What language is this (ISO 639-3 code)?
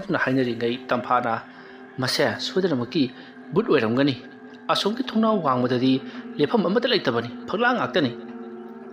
mni